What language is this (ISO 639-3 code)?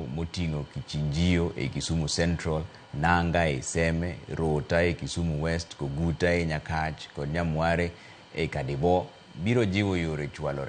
luo